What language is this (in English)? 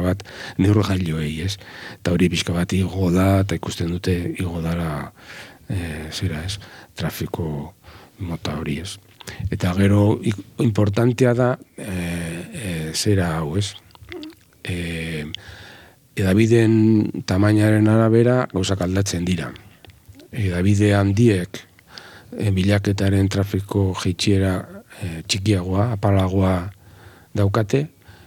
Basque